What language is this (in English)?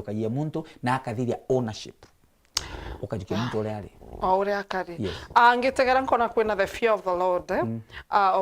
Meru